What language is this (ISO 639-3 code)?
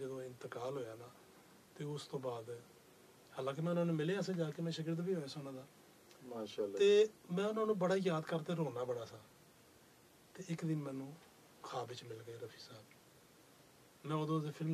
pan